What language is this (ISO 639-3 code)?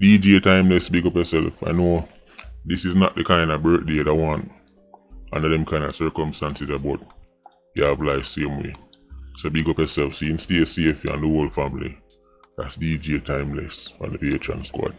jam